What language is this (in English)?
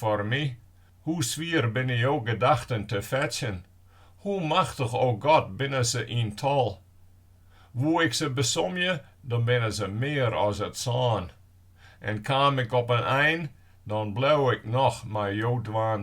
Western Frisian